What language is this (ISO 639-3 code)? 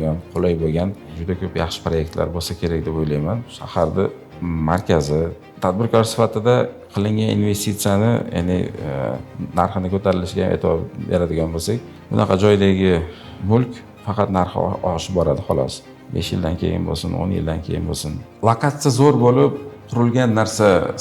uzb